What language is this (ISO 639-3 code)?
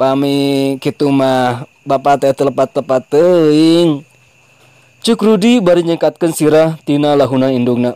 sun